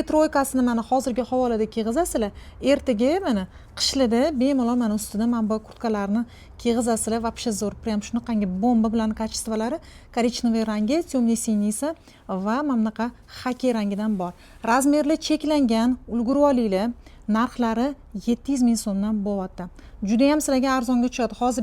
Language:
Uzbek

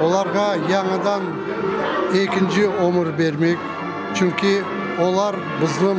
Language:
Crimean Tatar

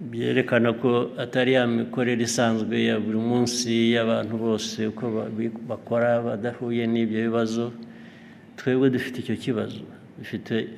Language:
Kinyarwanda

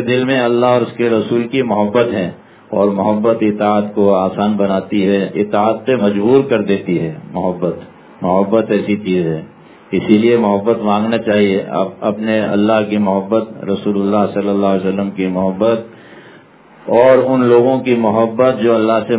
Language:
Urdu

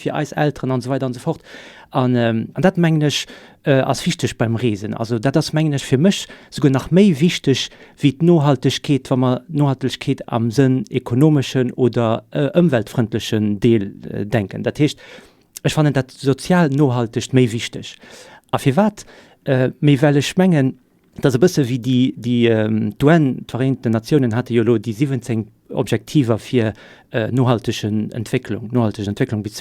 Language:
Luxembourgish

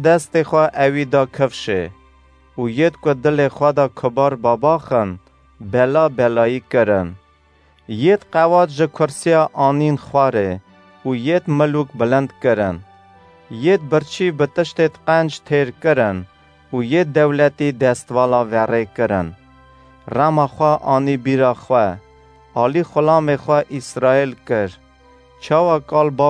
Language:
Kurdish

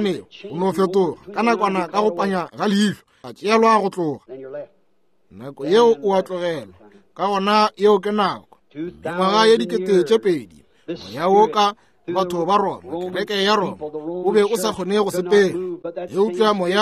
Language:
Northern Sotho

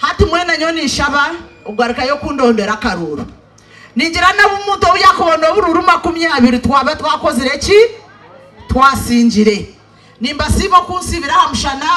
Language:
Nyankole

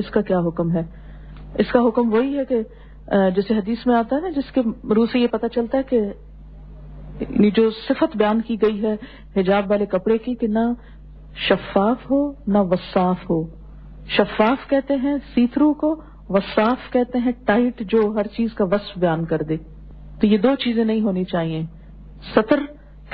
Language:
Urdu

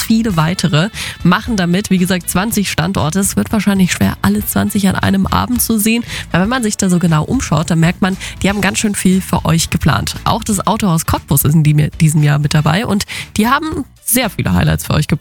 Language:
German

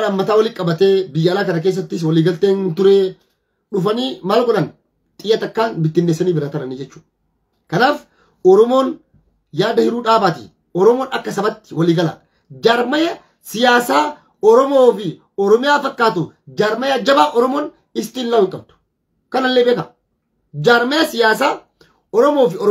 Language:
Oromo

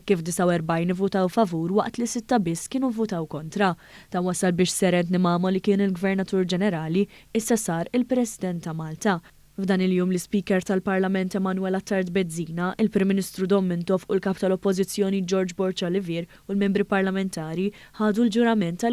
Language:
Maltese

